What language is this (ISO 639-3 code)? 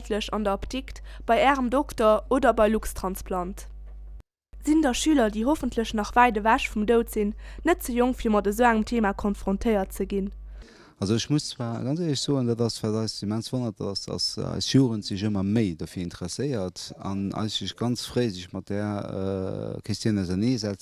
ltz